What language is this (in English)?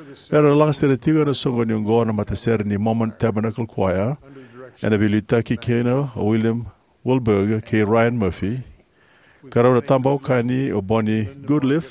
Fijian